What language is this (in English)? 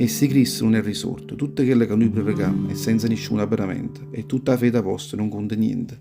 Neapolitan